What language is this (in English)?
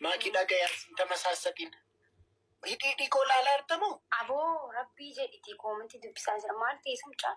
Oromo